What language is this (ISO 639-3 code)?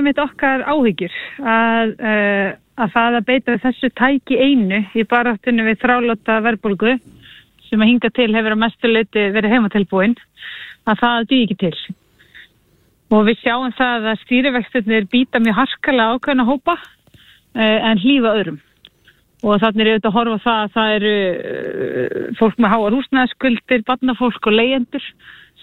isl